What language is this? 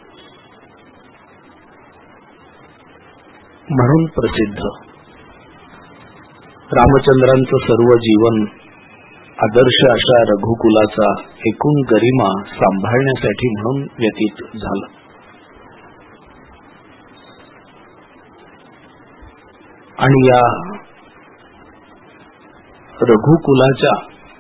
Marathi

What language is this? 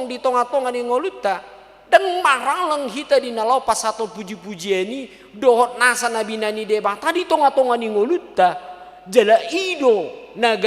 Batak Toba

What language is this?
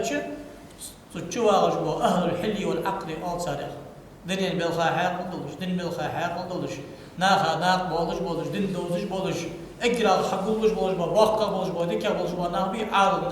Ingush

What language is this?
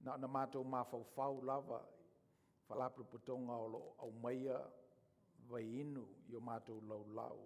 Samoan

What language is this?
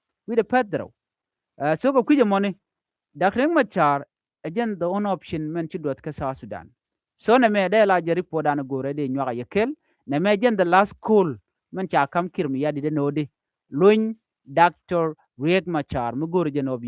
Nuer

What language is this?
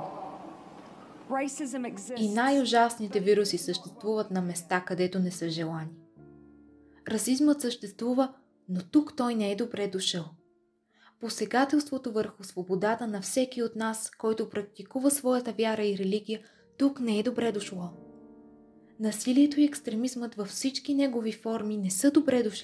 Bulgarian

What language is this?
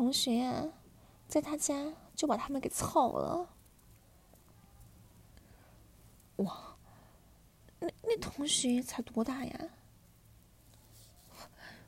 Chinese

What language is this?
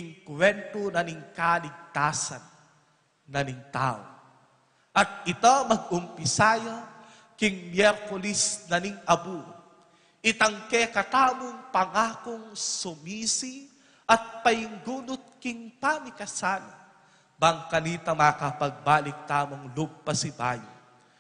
Pampanga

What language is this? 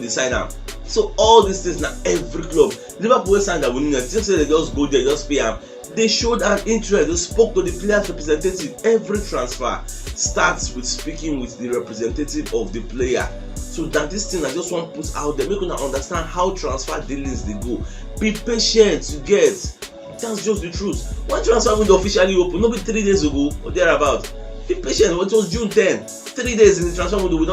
Nigerian Pidgin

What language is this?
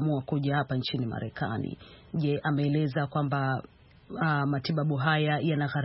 Swahili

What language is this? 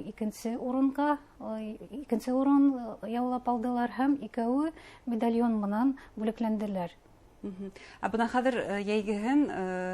Bashkir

